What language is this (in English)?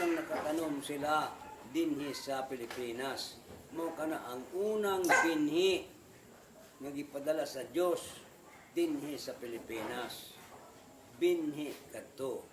Cebuano